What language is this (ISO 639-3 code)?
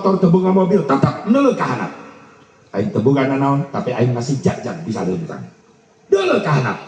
sun